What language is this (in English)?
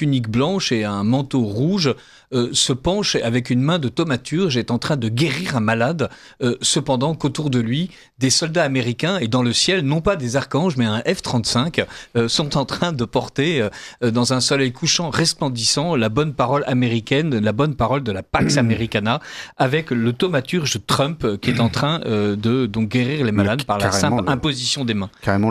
French